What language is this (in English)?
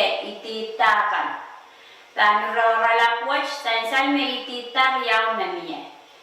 Pohnpeian